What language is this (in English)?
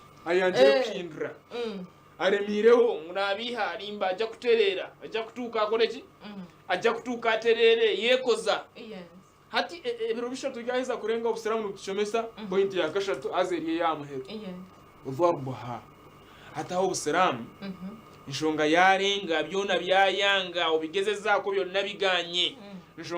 Nyankole